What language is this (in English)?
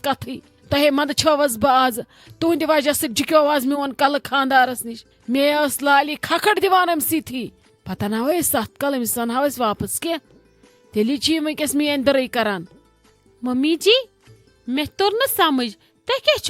Kashmiri